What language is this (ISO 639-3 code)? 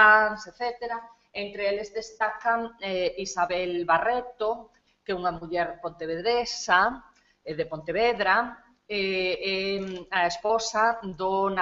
glg